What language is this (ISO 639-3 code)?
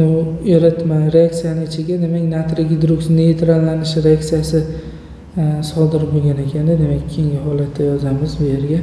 uzb